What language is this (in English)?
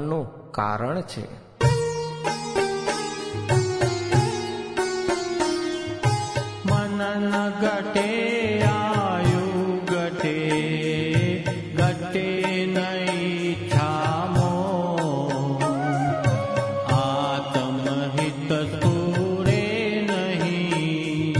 Gujarati